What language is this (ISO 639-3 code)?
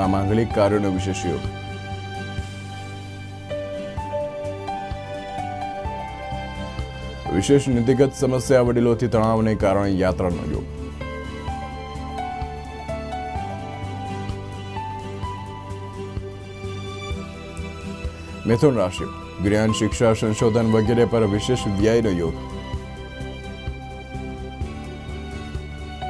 guj